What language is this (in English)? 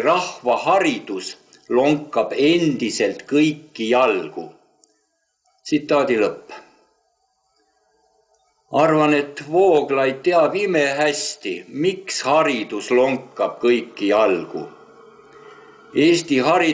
Estonian